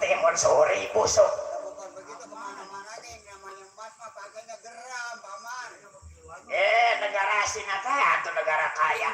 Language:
Betawi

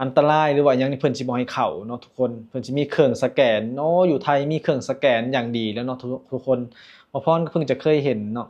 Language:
Lao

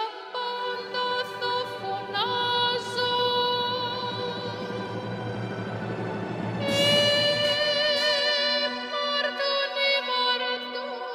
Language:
Greek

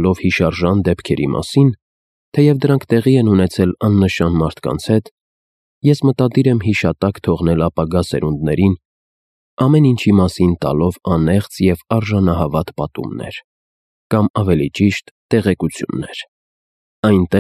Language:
Armenian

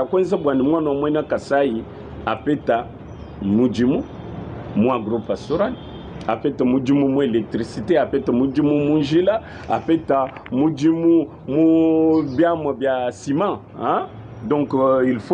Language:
Luba-Lulua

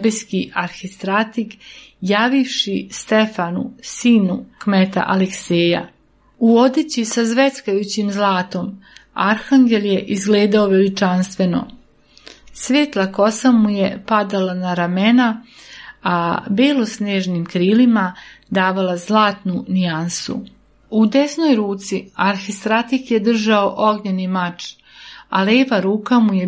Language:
Serbian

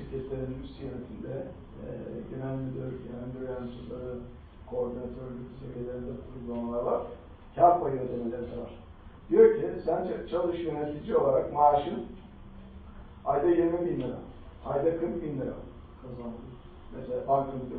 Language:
Turkish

